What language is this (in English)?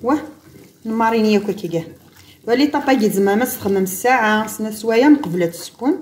Kabyle